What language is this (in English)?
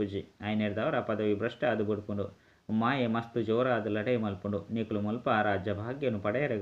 Tulu